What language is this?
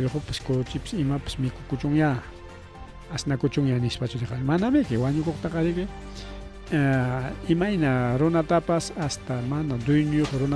Ayacucho Quechua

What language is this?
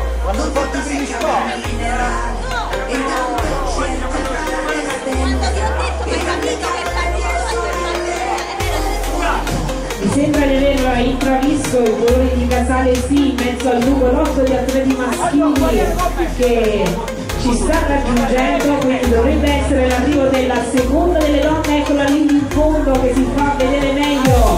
Italian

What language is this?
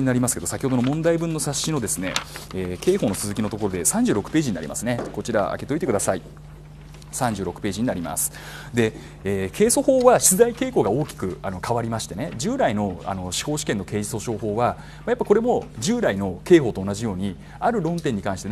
Japanese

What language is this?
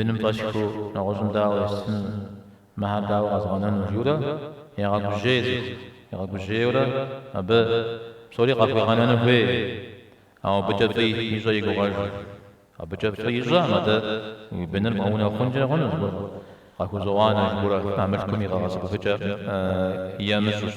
Kabardian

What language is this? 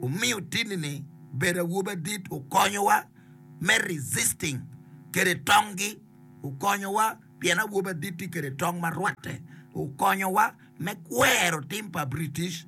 Acoli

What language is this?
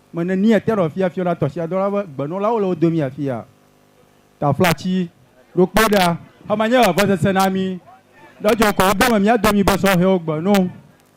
Ewe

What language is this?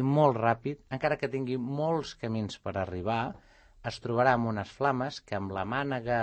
Catalan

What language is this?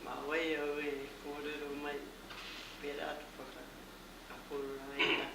Māori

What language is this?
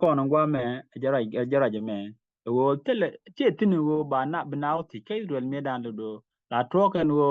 Nuer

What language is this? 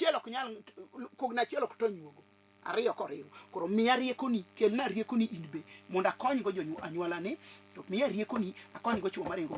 Luo (Kenya and Tanzania)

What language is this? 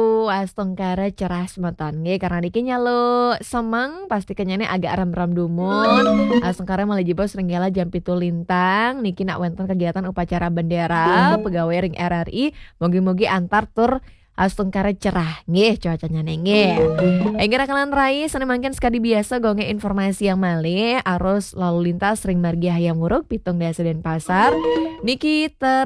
Balinese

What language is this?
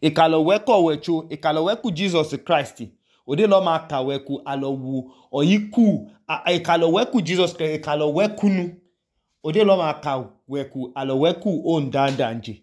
Idoma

